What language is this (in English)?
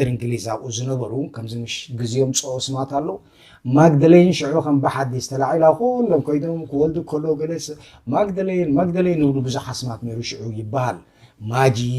Tigrinya